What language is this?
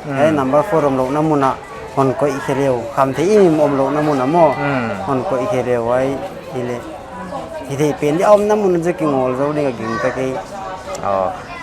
Paite Chin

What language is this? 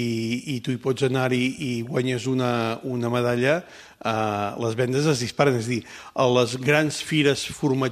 Catalan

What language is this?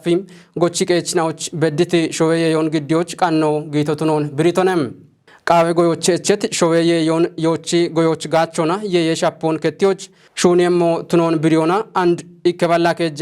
Kafa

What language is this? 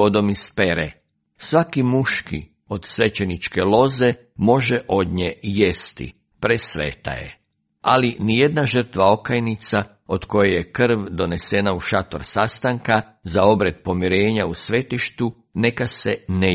Croatian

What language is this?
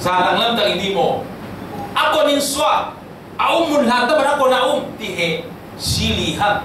Falam Chin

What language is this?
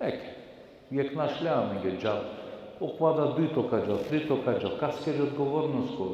Balkan Romani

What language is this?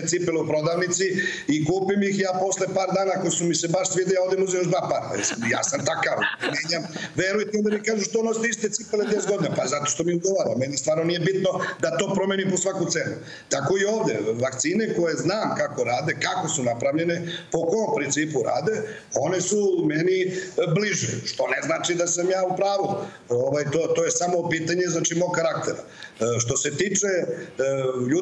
Serbian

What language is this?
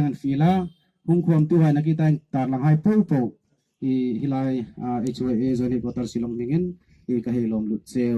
Hmar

